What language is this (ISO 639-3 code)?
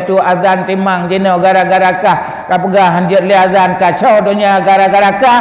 ace